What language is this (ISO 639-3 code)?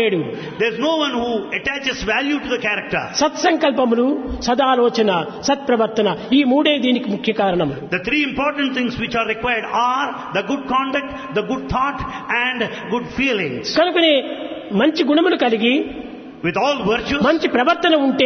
tel